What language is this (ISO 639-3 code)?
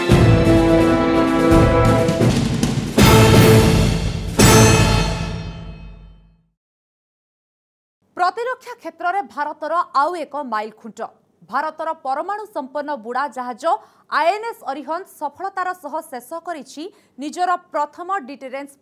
ori